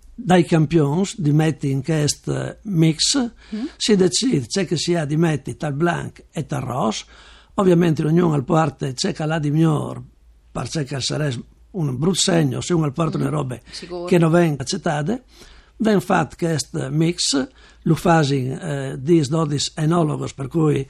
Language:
Friulian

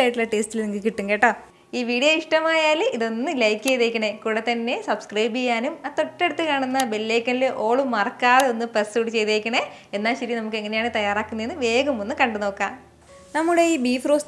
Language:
Malayalam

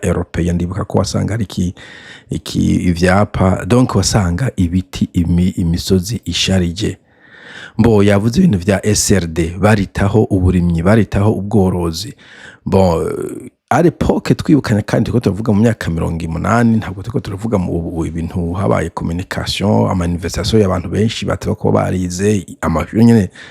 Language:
Rundi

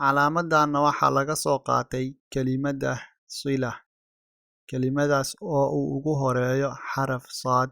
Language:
Somali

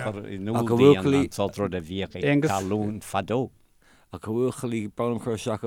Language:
Irish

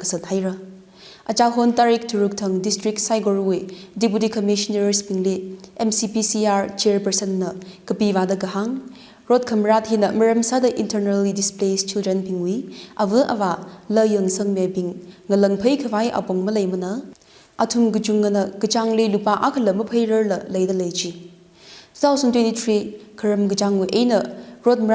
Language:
Tangkhul Naga (India)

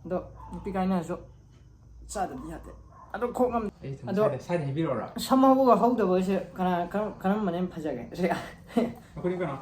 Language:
Manipuri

